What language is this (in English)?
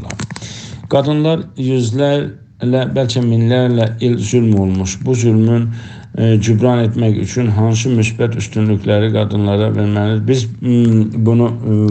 South Azerbaijani